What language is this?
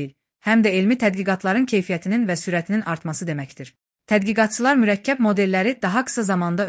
Azerbaijani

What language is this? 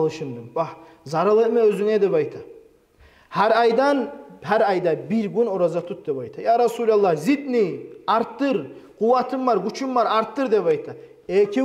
Kumyk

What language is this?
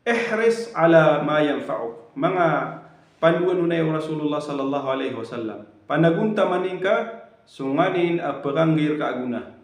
Maranao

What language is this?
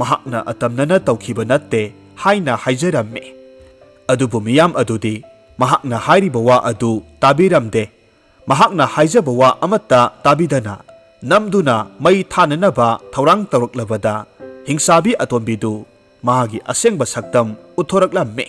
Manipuri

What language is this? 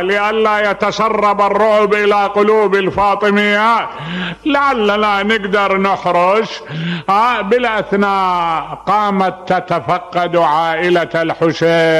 Mesopotamian Arabic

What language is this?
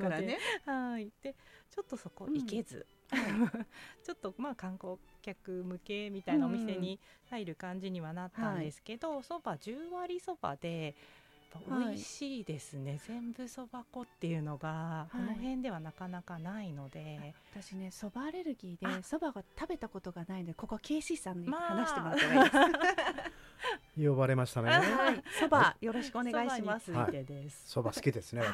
Japanese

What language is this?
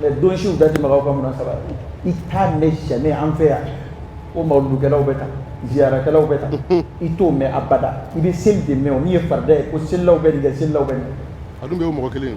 Dyula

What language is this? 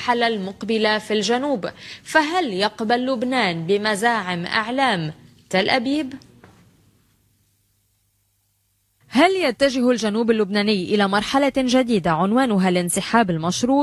Arabic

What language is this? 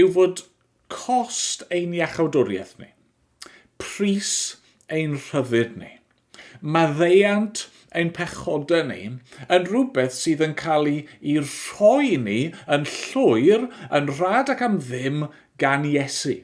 Welsh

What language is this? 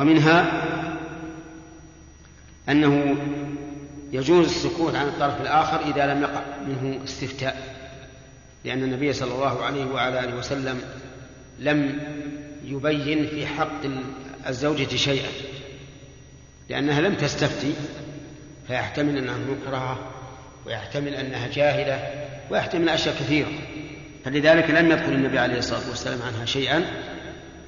Arabic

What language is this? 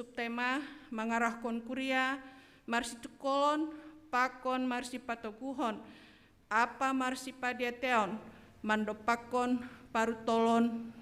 Batak Simalungun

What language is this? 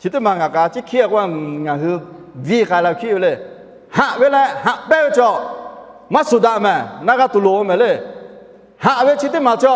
Lahu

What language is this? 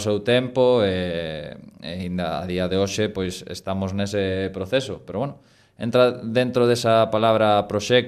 Galician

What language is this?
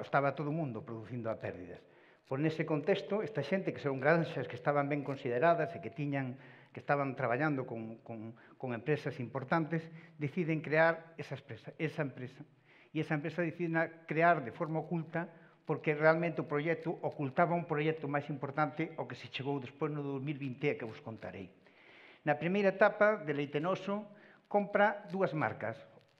Galician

